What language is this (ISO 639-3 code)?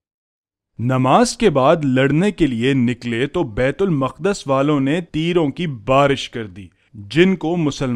urd